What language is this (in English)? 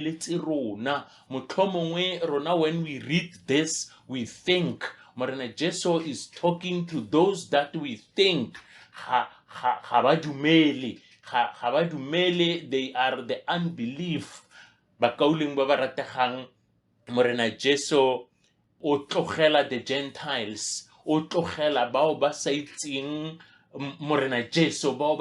Northern Sotho